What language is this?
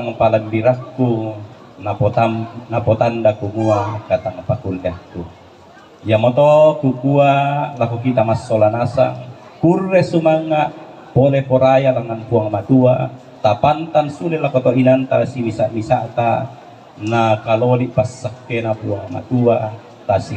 Toraja-Sa'dan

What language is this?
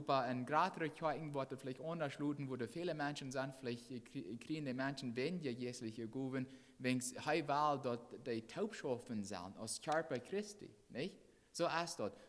Plautdietsch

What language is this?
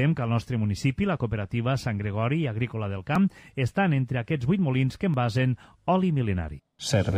Catalan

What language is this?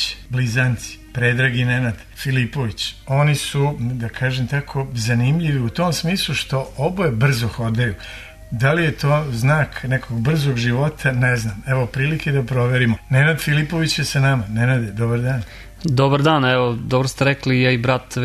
Serbian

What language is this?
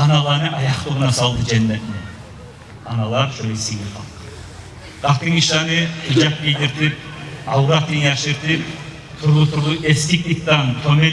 Kumyk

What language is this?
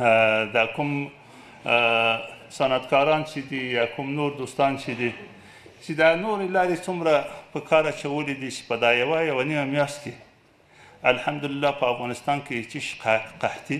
Pashto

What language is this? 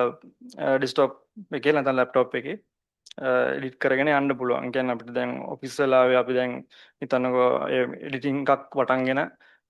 Sinhala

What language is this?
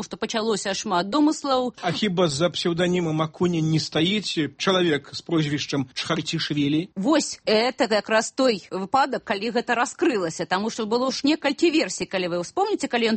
Belarusian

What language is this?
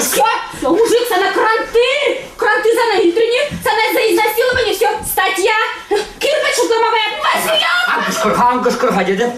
Chuvash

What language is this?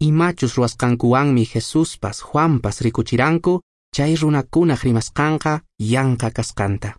Quechua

